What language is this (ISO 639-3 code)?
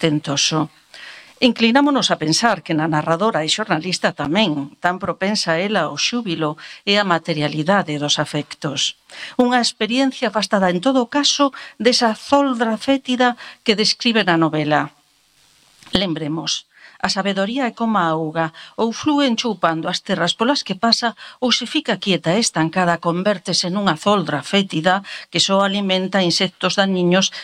glg